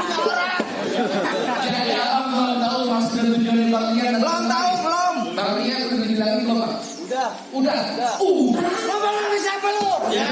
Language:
Betawi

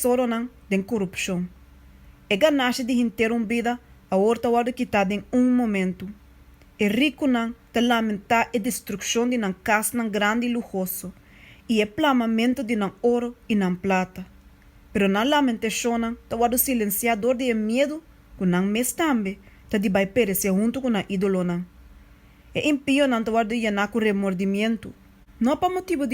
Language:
Papiamento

